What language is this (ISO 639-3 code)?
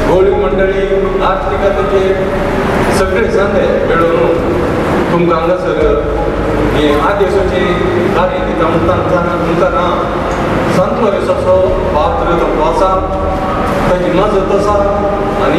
kok